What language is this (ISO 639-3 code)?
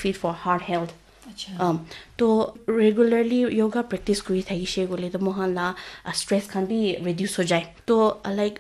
nag